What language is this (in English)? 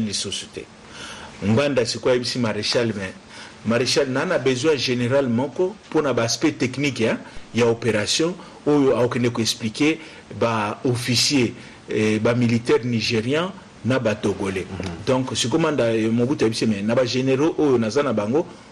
Lingala